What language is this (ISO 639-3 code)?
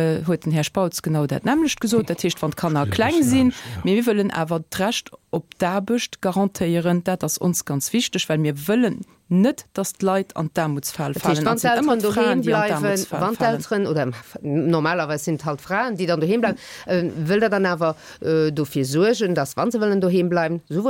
ltz